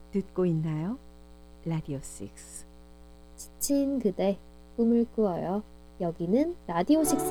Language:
Korean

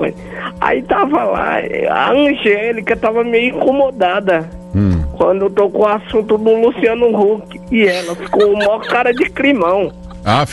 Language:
Portuguese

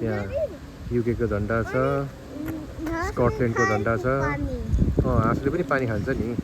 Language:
Nepali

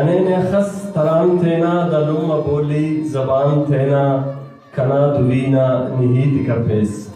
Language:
Brahui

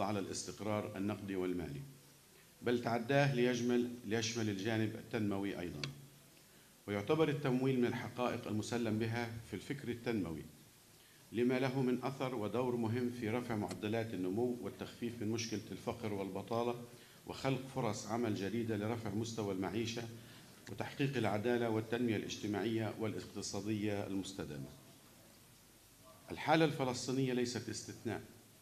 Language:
Arabic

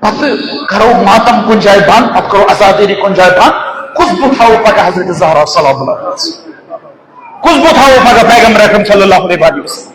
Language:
Kashmiri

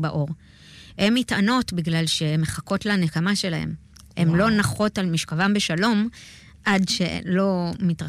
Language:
Hebrew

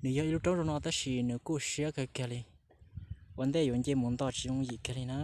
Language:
Hmong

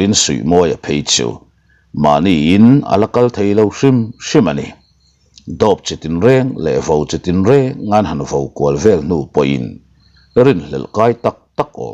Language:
Mizo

